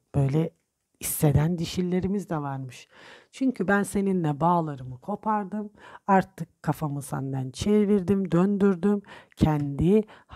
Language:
Turkish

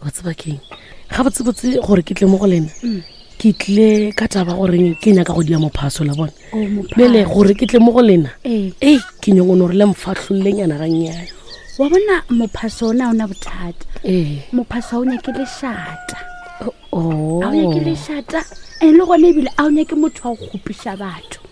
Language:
Northern Sotho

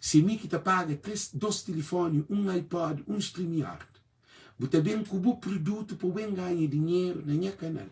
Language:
Kabuverdianu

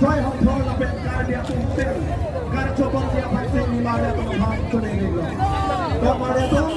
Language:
Karbi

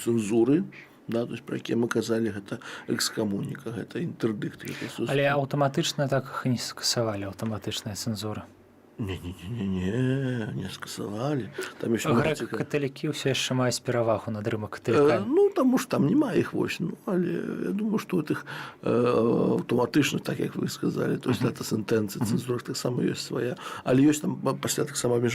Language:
Belarusian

